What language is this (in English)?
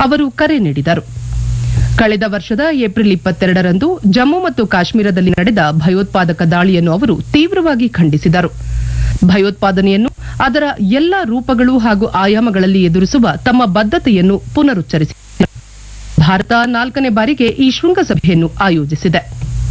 Kannada